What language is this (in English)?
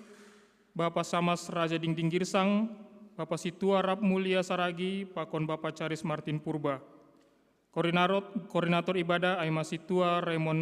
Batak Simalungun